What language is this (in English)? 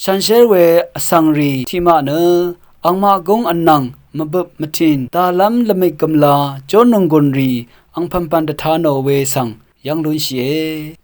Rawang